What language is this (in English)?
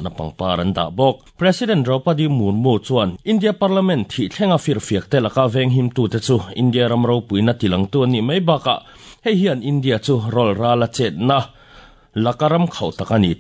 Mizo